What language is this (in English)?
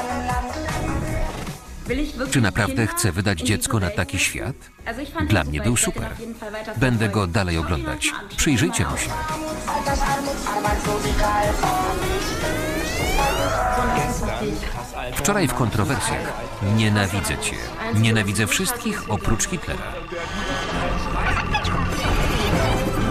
Polish